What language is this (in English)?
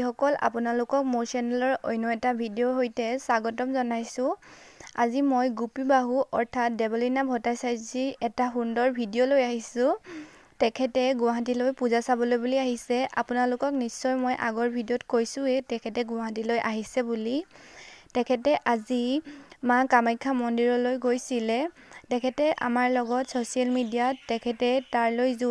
Assamese